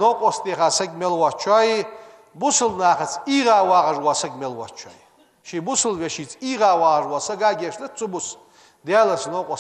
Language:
Ingush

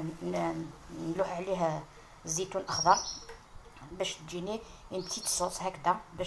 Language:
Algerian Arabic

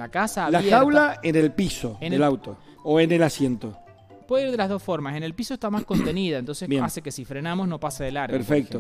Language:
Spanish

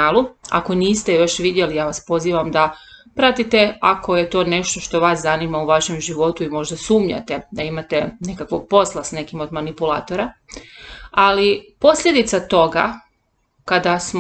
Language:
Croatian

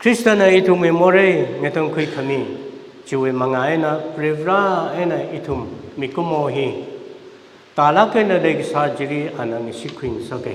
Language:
Tangkhul Naga (India)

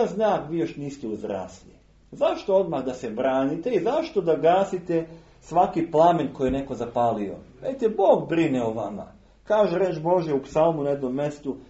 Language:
Serbian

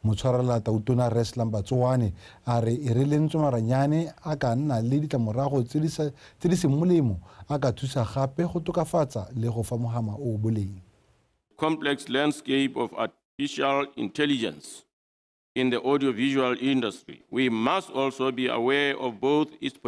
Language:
Tswana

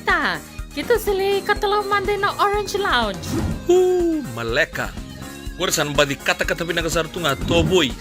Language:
Fijian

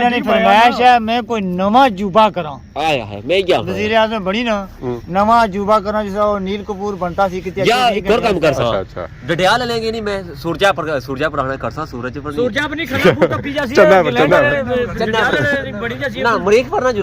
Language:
Pahari-Potwari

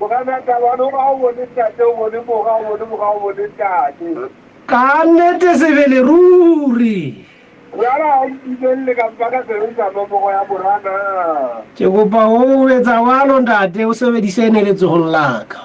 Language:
Southern Sotho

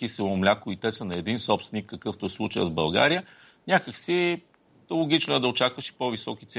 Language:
Bulgarian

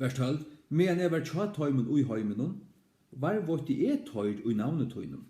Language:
Faroese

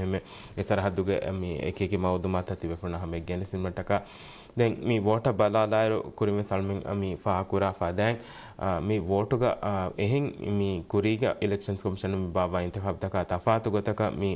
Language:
Divehi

